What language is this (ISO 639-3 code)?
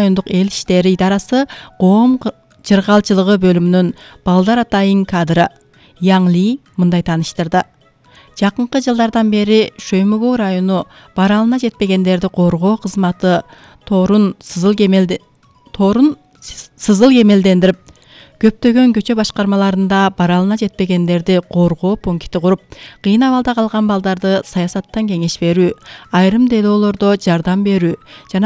kir